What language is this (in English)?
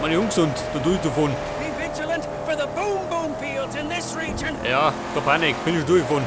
Bavarian